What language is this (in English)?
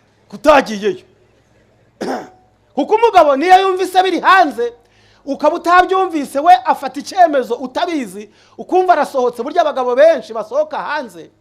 Kinyarwanda